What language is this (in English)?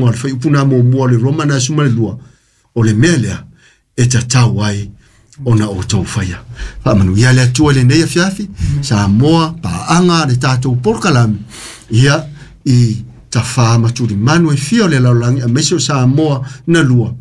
Samoan